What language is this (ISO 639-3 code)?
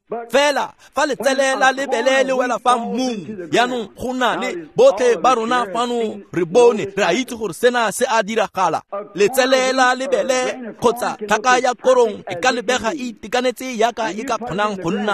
tsn